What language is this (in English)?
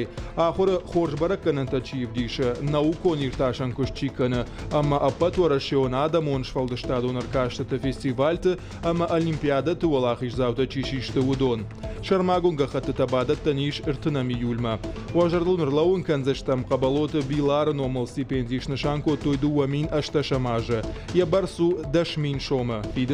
Ossetic